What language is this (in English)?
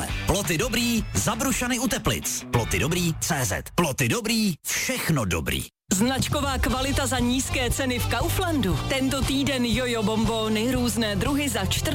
Czech